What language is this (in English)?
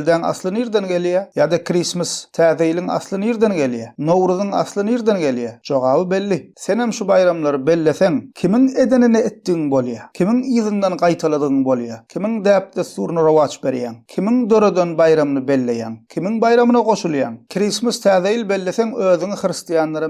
Turkmen